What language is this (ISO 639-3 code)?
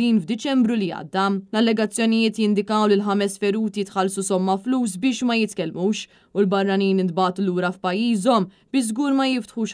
mlt